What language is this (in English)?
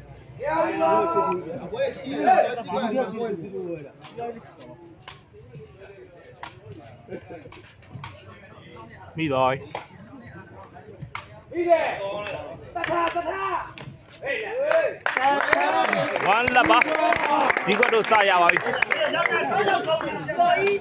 Burmese